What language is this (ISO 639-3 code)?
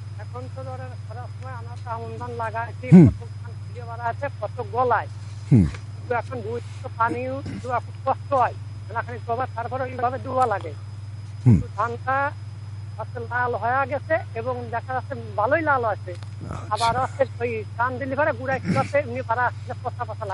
ben